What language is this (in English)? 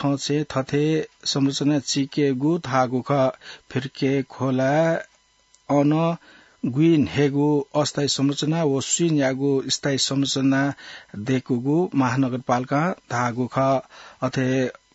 Newari